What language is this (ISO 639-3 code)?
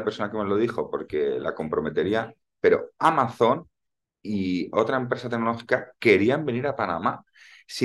spa